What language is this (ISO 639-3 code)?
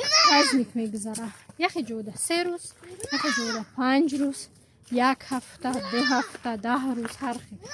tgk